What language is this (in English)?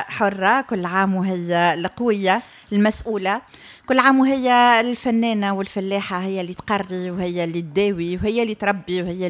Tunisian Arabic